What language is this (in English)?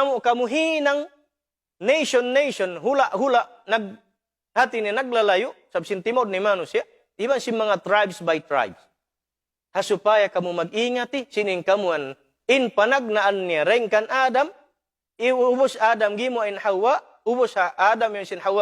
Tausug